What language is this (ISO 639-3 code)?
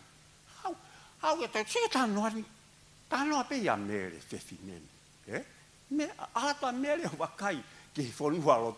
ton